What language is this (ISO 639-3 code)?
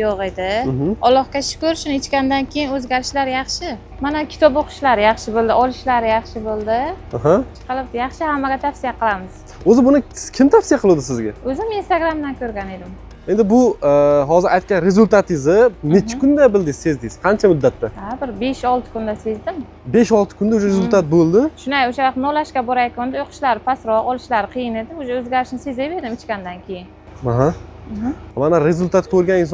uzb